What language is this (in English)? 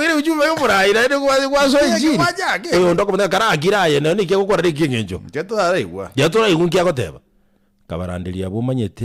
Gusii